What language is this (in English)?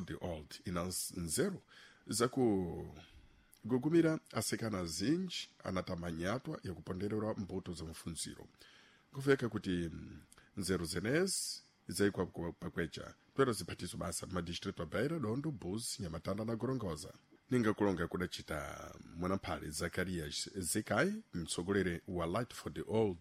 Sena